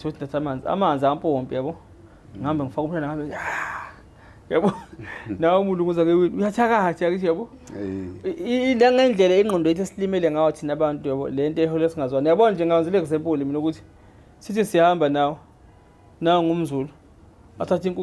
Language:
Zulu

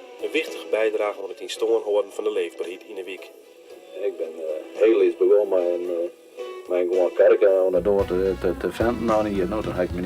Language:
Western Frisian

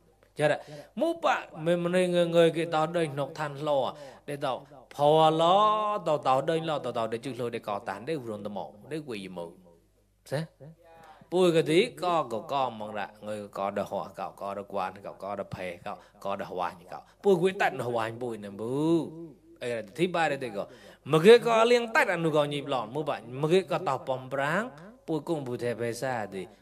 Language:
Mon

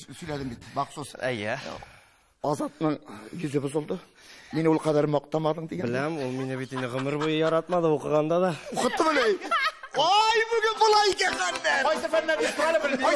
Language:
Tatar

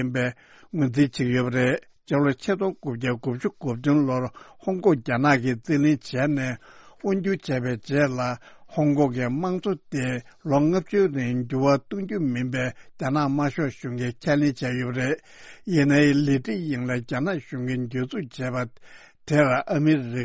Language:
Tibetan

